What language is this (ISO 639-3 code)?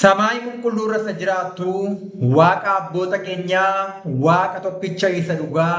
orm